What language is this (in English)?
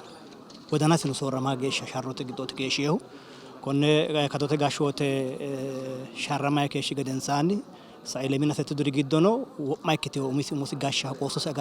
Sidamo